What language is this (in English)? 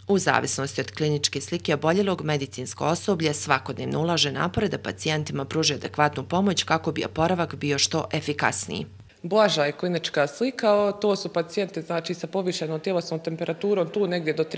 Bosnian